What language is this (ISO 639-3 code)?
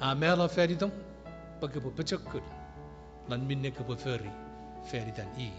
chk